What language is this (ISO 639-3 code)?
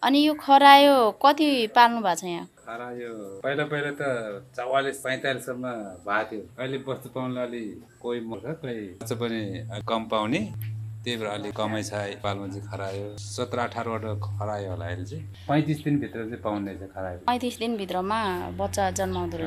nep